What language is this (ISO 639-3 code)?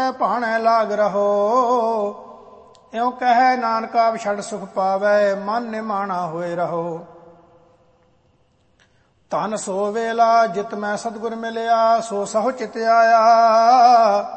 pan